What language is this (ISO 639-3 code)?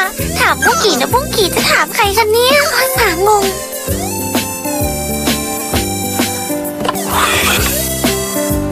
tha